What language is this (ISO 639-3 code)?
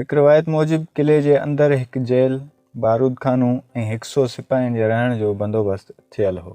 snd